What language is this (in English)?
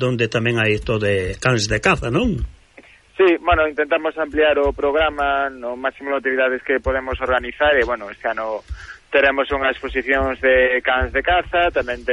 Galician